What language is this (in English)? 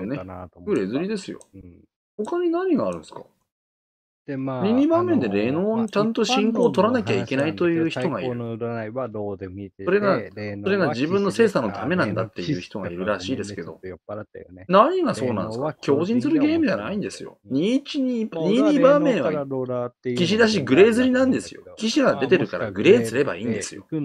Japanese